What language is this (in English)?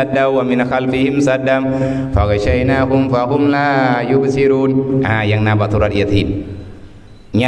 Achinese